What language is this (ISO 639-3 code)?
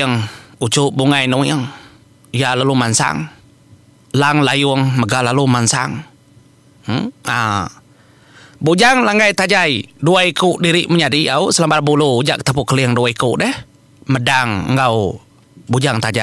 iba